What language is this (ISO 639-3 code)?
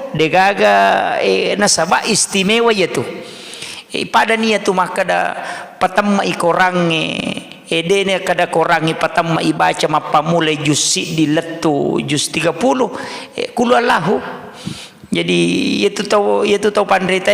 bug